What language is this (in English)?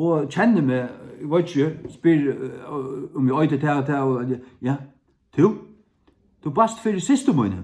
Faroese